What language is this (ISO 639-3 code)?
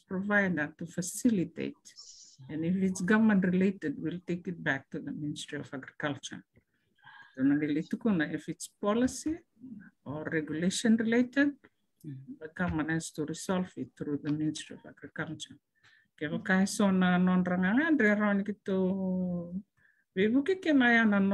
fij